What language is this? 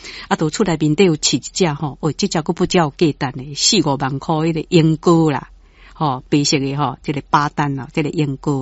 Min Nan Chinese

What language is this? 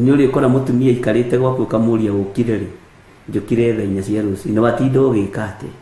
Kikuyu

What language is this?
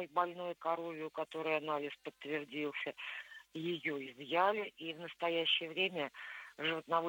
Russian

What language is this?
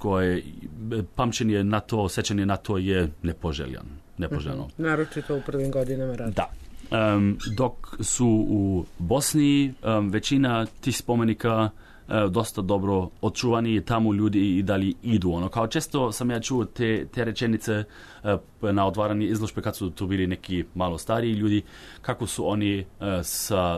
Serbian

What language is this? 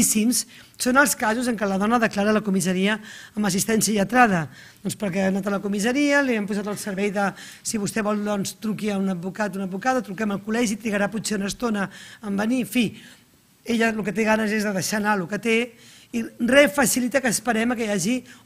Catalan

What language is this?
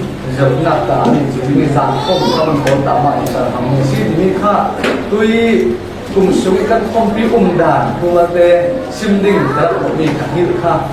Falam Chin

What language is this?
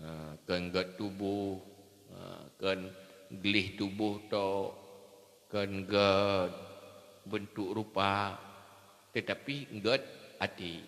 Achinese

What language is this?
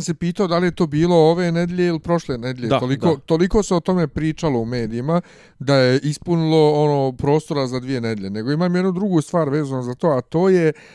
Bosnian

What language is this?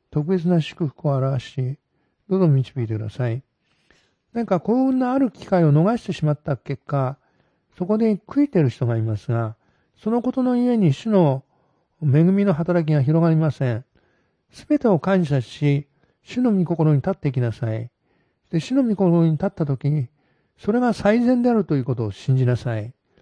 Japanese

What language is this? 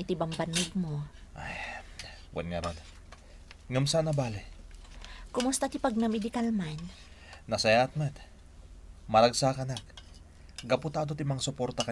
Iloko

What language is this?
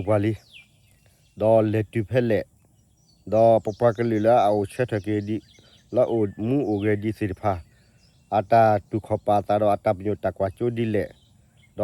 S'gaw Karen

